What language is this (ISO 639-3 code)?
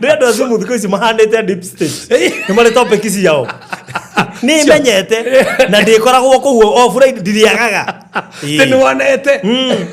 kik